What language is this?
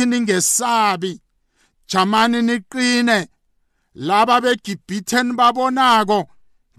South Ndebele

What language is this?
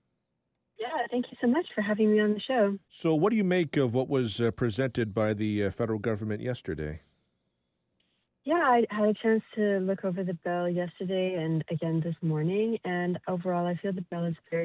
English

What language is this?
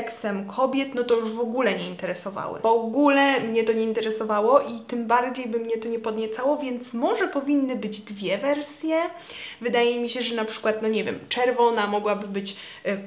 Polish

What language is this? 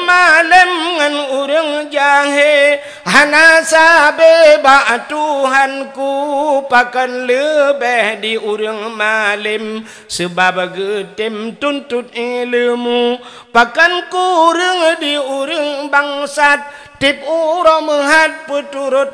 Achinese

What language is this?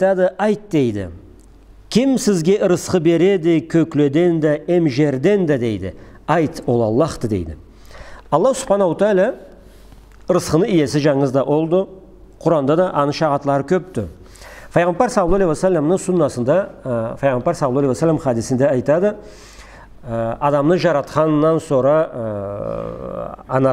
Karachay-Balkar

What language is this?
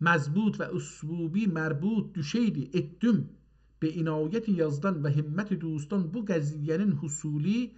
South Azerbaijani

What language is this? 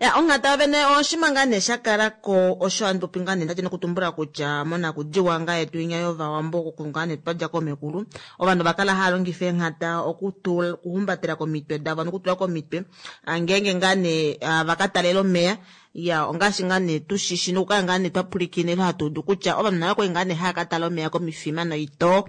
Kuanyama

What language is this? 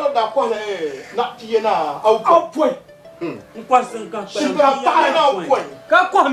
Dagbani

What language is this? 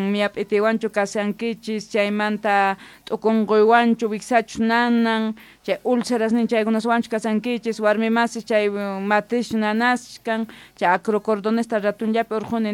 South Bolivian Quechua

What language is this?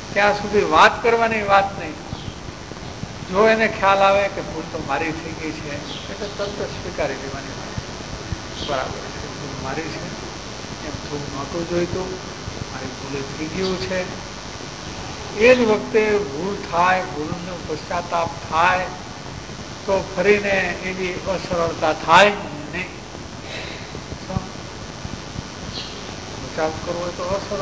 Gujarati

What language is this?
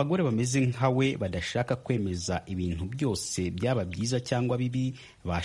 Kinyarwanda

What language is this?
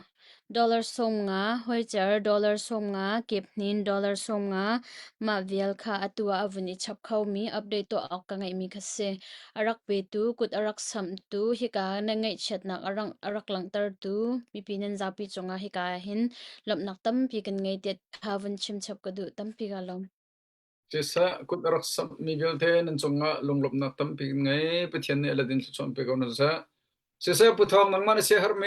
Hakha Chin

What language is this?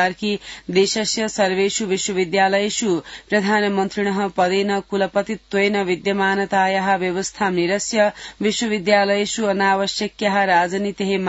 Sanskrit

